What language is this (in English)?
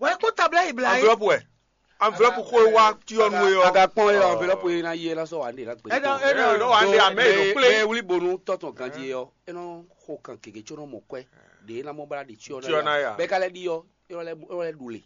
Fon